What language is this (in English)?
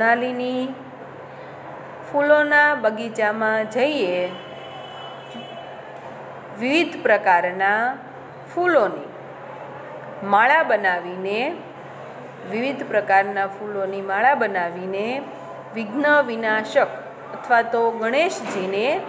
Gujarati